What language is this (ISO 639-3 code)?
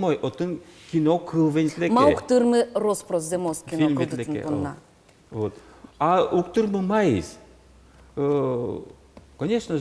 udm